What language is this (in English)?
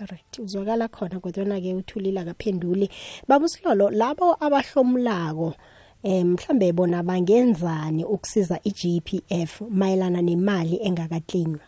South Ndebele